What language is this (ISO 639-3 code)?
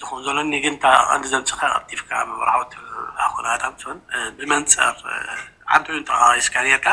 tir